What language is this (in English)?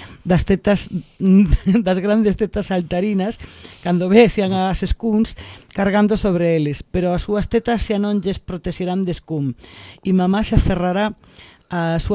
Galician